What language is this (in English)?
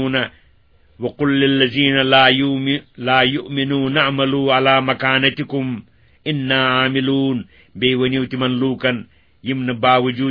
Kashmiri